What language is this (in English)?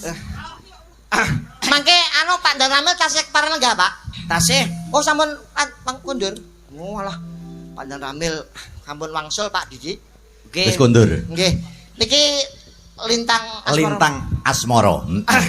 Javanese